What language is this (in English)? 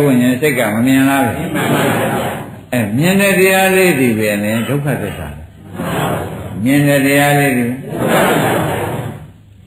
Burmese